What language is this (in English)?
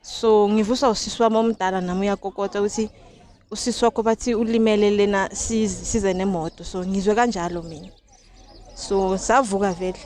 Zulu